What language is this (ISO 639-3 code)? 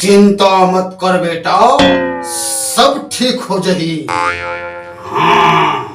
hne